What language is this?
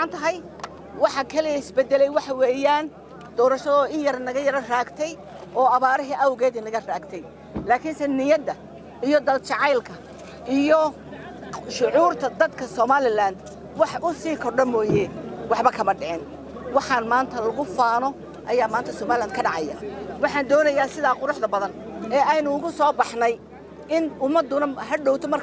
Somali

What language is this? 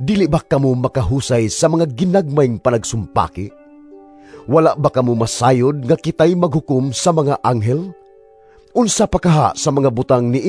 Cebuano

